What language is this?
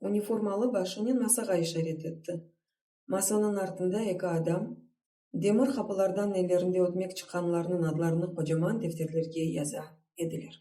Crimean Tatar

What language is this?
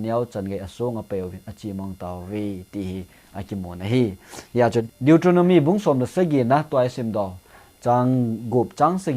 Thado Chin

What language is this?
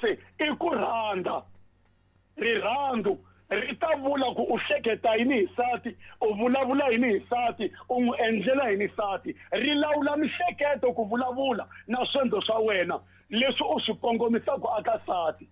Tsonga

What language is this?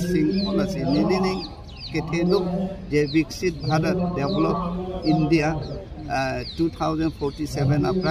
Karbi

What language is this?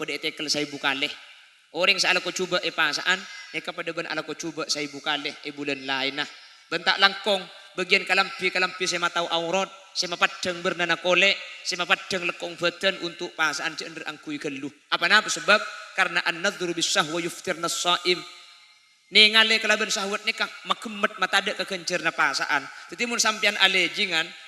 Madurese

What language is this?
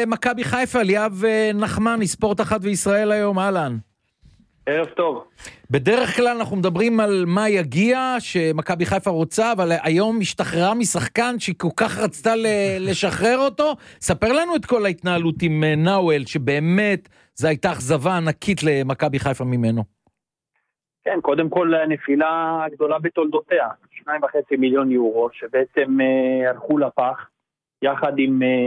Hebrew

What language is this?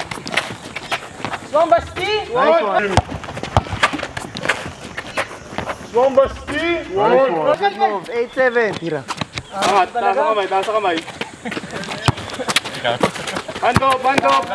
Filipino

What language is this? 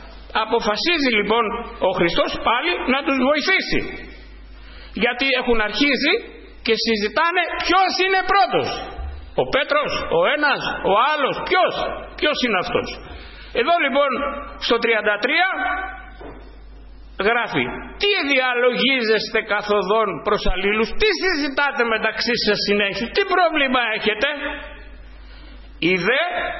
Greek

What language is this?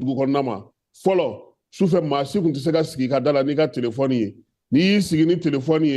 Bambara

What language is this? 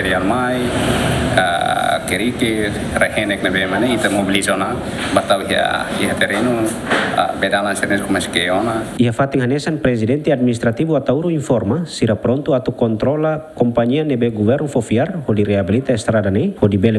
Tetum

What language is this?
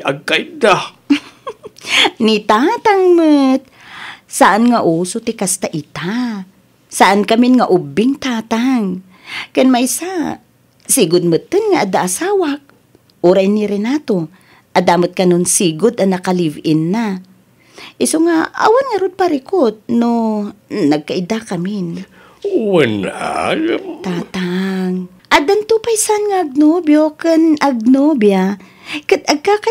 Iloko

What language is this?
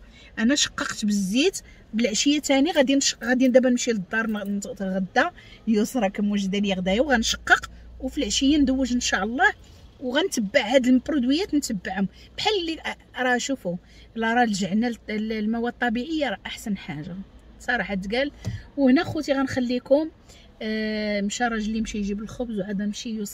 Moroccan Arabic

